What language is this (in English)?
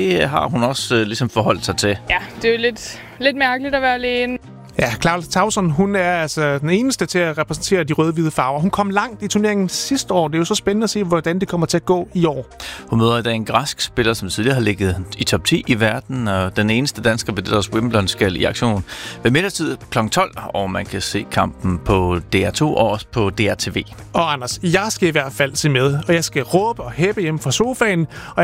Danish